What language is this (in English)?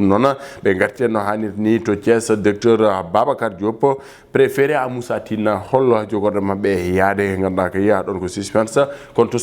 Fula